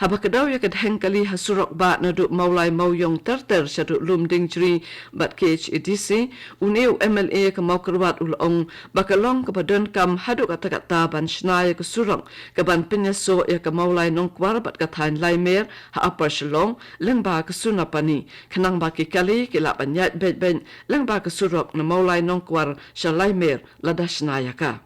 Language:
Khasi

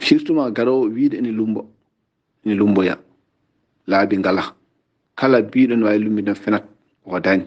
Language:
Fula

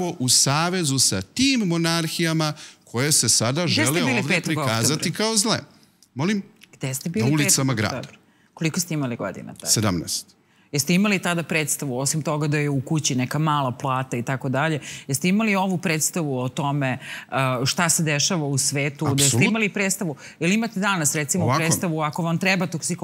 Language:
Serbian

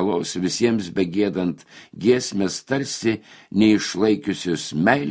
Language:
Lithuanian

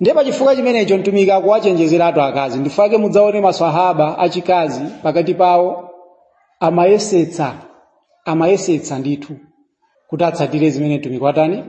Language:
Nyanja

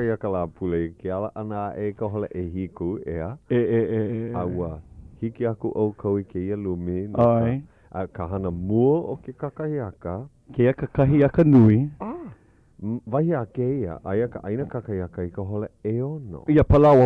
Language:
Hawaiian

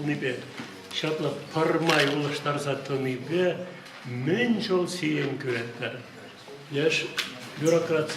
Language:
Chuvash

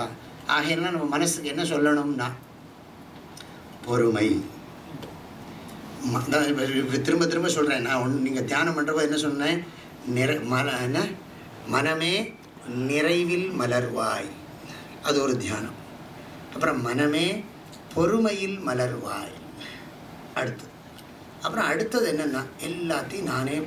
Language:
Tamil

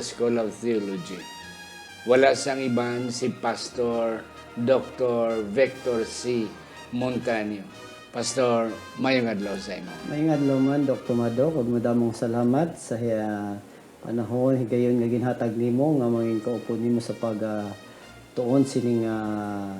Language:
Hiligaynon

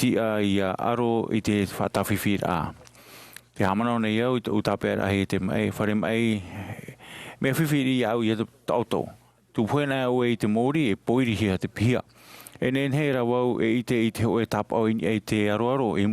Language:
Tahitian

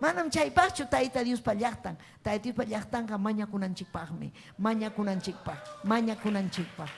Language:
Ayacucho Quechua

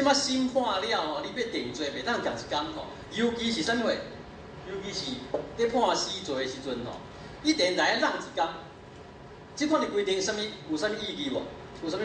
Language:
Min Nan Chinese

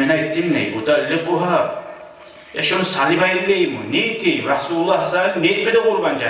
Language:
Kumyk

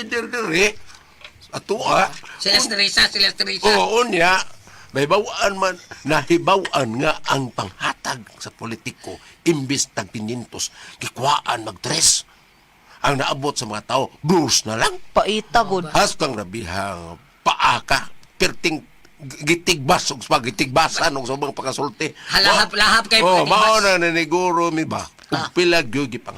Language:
Cebuano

